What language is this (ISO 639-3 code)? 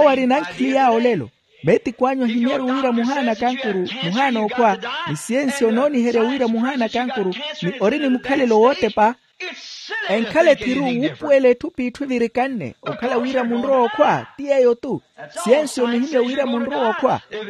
vmw